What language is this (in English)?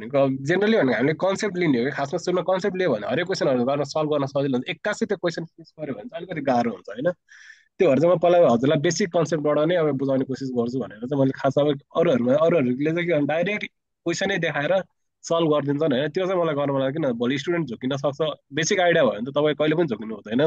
Nepali